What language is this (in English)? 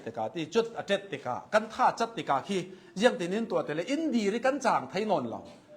Hakha Chin